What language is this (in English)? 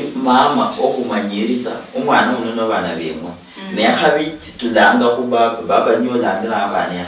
Luyia